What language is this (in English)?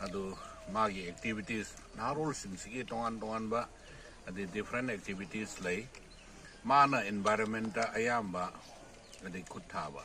Manipuri